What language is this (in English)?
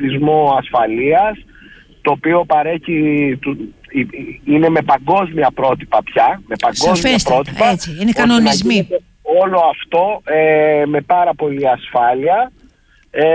Greek